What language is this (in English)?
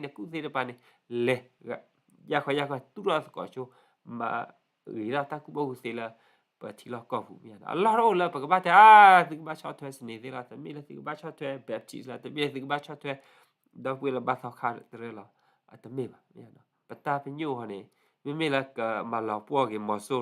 S'gaw Karen